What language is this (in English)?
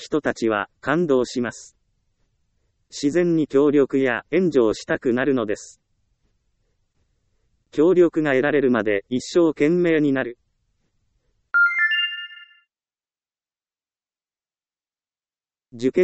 Japanese